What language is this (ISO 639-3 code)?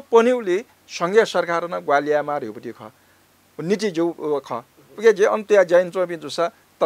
new